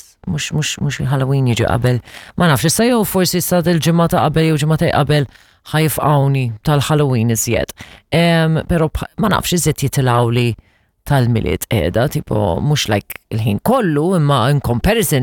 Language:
Maltese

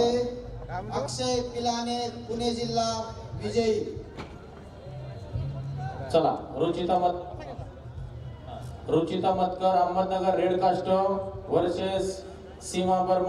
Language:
Marathi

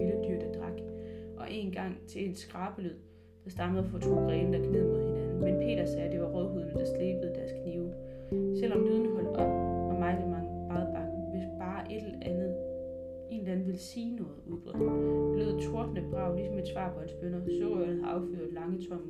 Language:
Danish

